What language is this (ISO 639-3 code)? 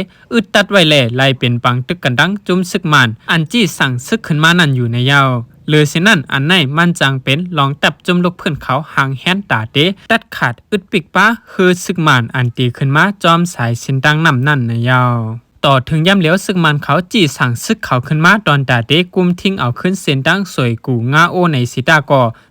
shn